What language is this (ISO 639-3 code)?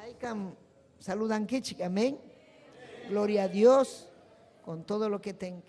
quy